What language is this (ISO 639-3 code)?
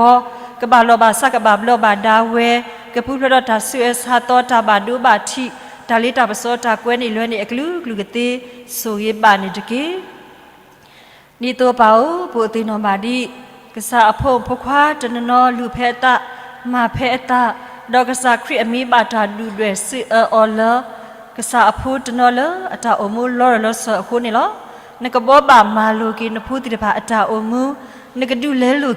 ksw